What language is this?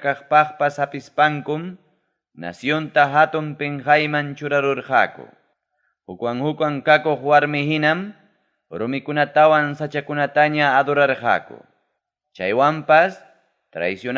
Ayacucho Quechua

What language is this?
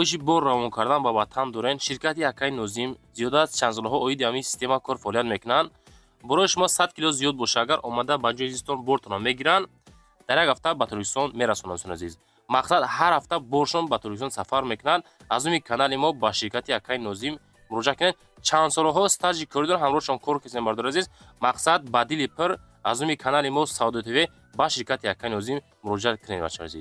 Tajik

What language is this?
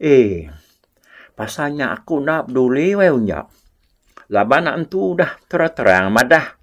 Iban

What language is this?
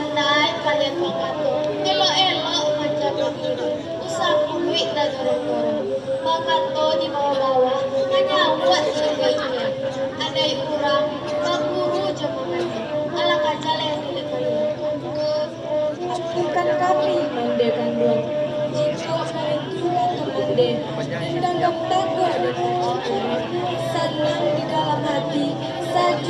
Minangkabau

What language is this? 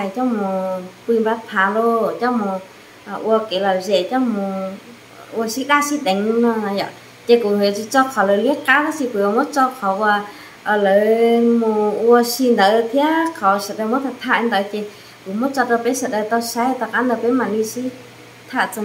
Hmong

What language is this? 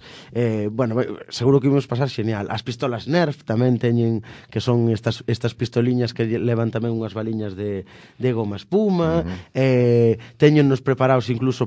Galician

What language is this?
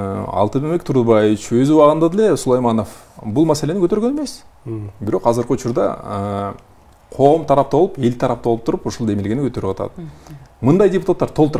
Kyrgyz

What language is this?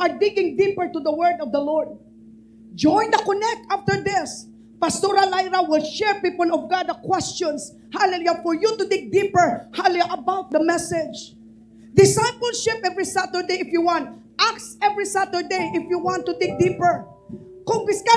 Hiligaynon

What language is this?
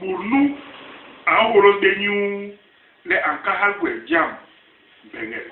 Basaa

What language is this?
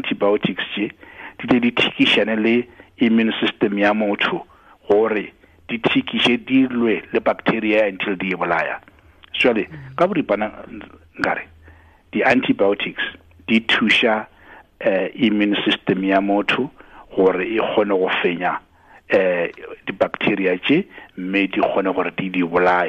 Tswana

